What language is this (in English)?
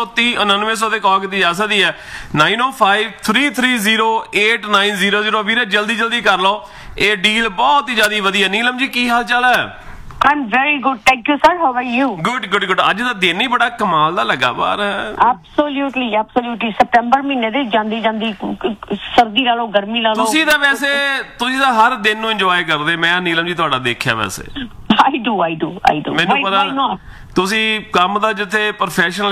Punjabi